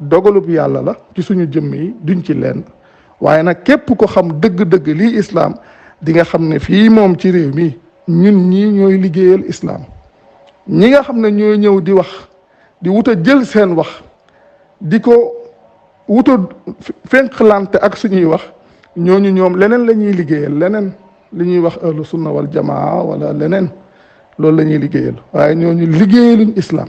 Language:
Wolof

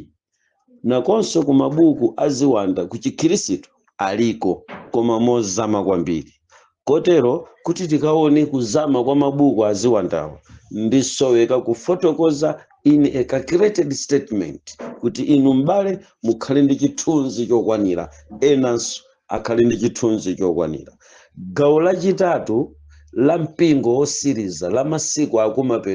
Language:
Nyanja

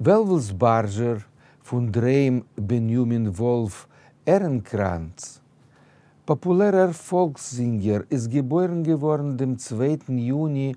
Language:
Yiddish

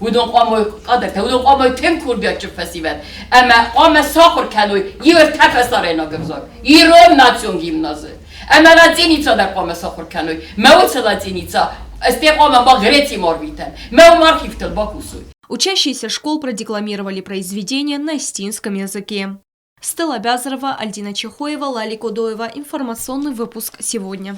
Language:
Ossetic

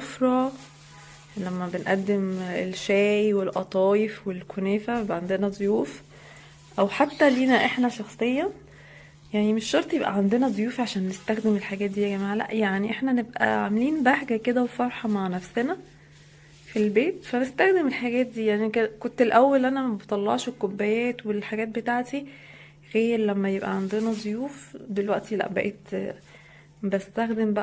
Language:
Egyptian Arabic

